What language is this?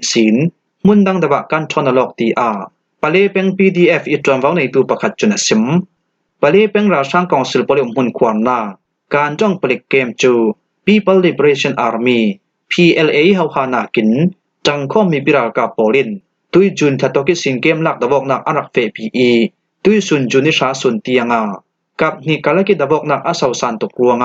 Falam Chin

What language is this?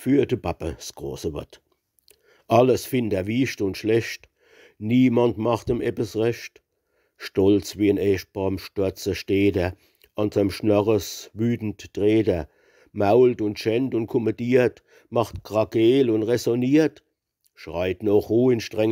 Palatine German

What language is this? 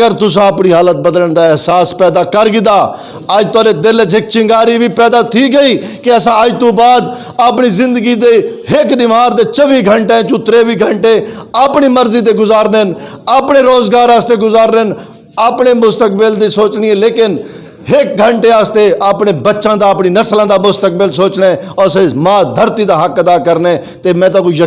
Saraiki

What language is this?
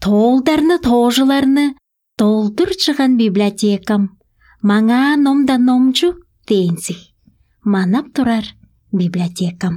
Tuvinian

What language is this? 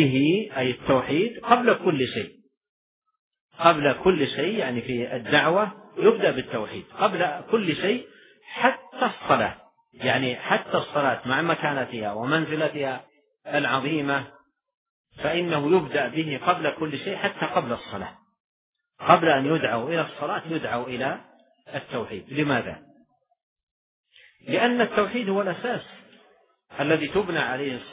Arabic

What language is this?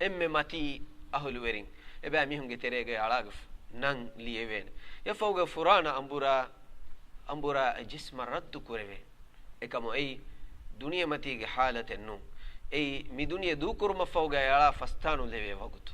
Divehi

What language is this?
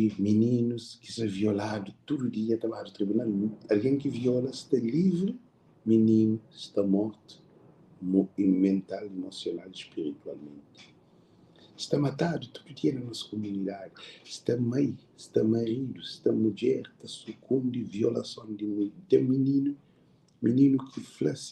Kabuverdianu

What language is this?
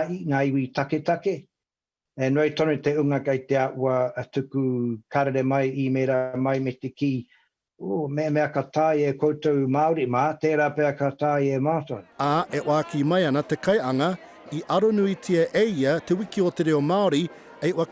Māori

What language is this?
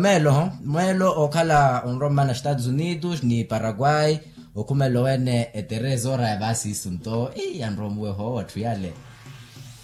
Makhuwa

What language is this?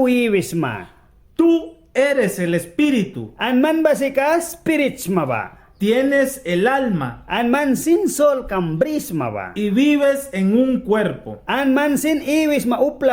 Mískito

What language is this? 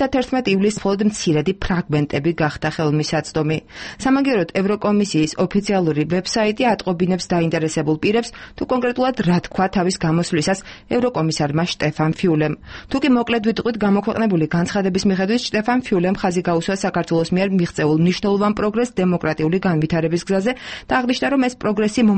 Georgian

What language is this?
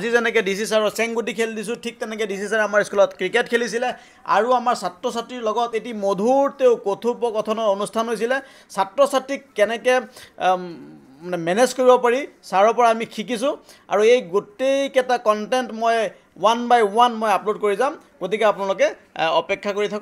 Assamese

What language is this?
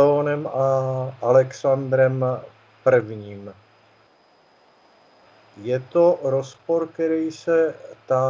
Czech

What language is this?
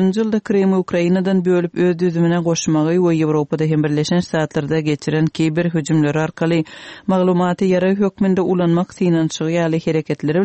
Turkmen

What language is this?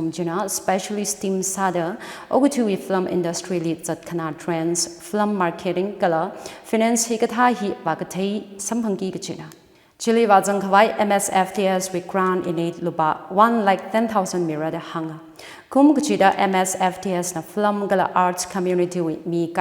Tangkhul Naga (India)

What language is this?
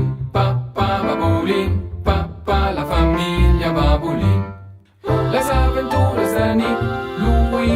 Romansh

